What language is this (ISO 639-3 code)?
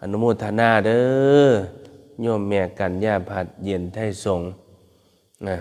tts